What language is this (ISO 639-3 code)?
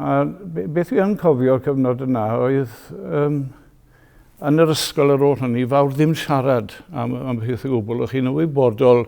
cym